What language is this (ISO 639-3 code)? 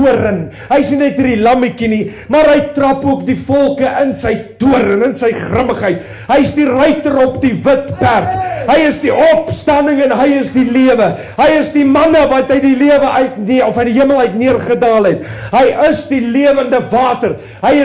afr